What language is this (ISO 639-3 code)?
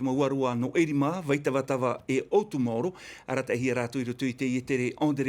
tah